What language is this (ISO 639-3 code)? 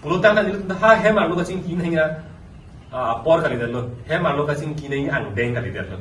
mjw